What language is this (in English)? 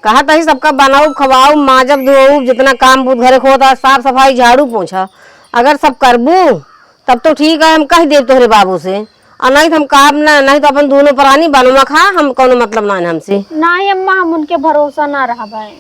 Awadhi